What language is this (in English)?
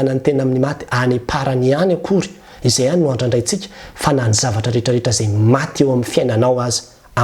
Malagasy